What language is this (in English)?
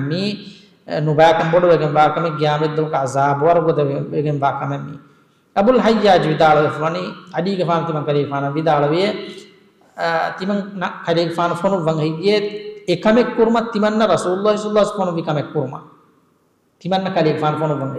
Divehi